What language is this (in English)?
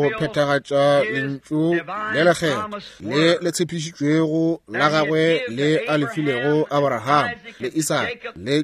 Northern Sotho